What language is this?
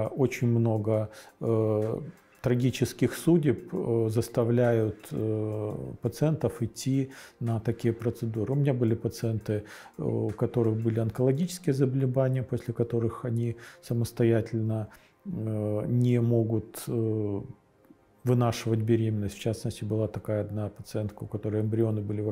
Russian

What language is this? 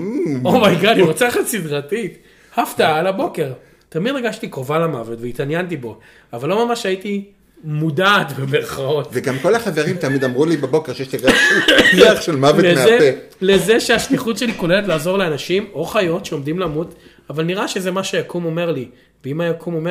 Hebrew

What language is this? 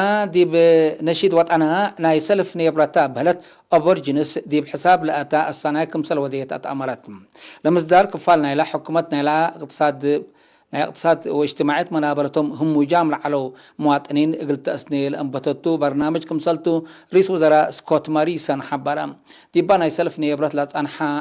Tigre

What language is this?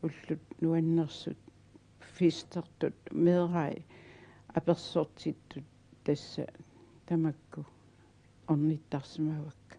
Kalaallisut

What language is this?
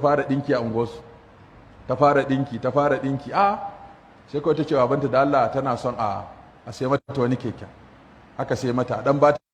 Hausa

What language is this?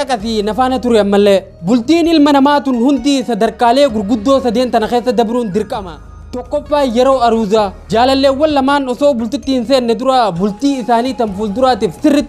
Oromo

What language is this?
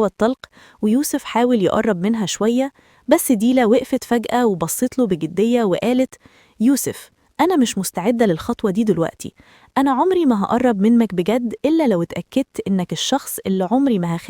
Egyptian Arabic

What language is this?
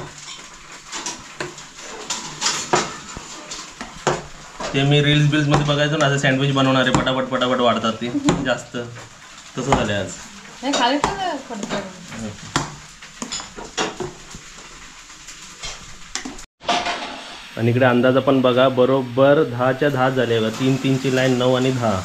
Marathi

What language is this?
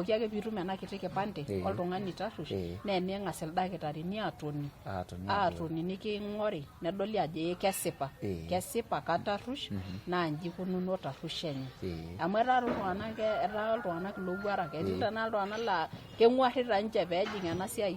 Masai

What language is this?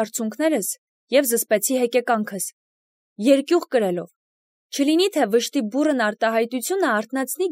Armenian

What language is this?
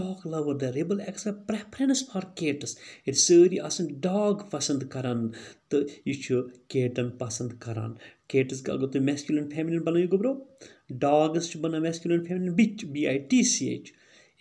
Kashmiri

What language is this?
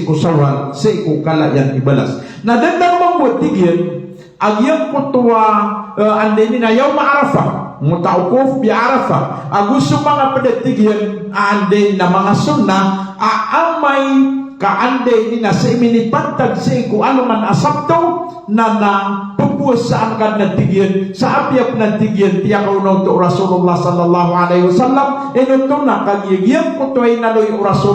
Maranao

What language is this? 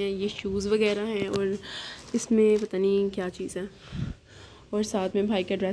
Hindi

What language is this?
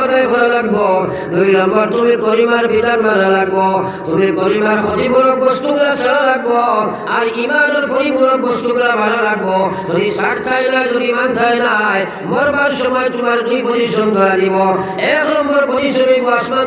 Sylheti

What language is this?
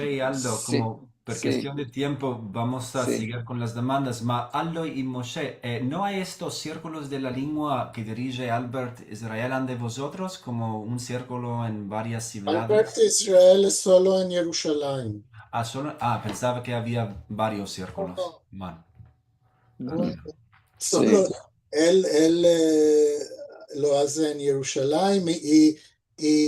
Ladino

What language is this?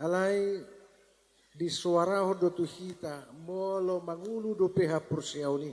Batak Toba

